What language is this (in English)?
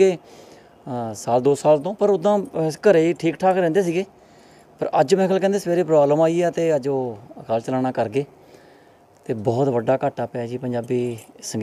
Punjabi